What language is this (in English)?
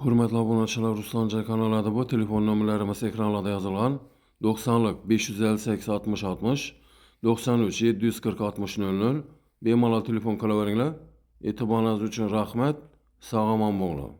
Uzbek